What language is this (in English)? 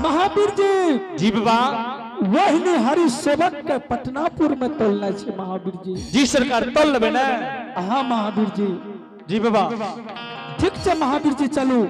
Angika